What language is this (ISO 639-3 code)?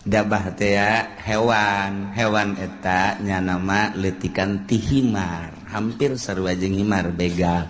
sun